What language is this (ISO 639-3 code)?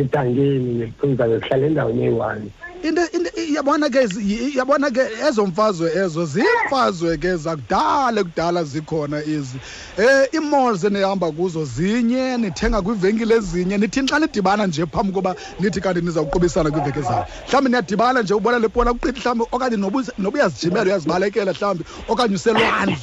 xho